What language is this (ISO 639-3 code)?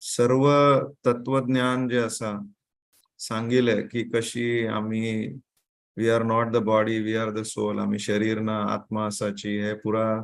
kok